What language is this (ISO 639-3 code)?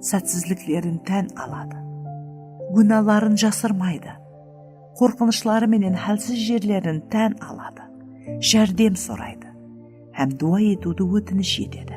kaa